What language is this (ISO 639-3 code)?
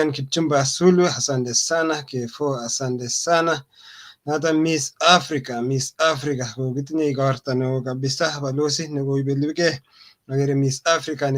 kln